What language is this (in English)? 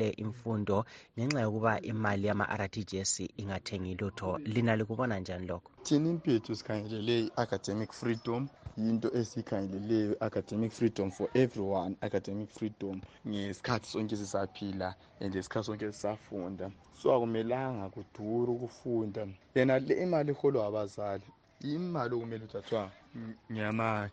North Ndebele